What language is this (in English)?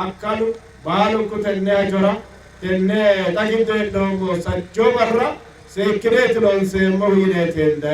Sidamo